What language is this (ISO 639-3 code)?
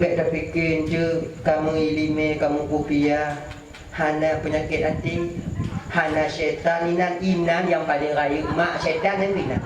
ace